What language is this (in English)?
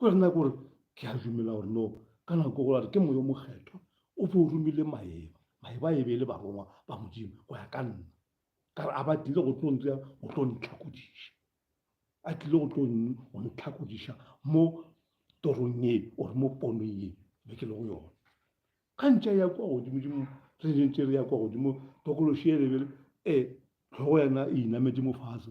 Northern Sotho